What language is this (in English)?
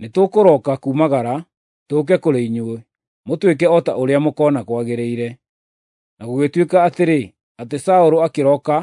Kikuyu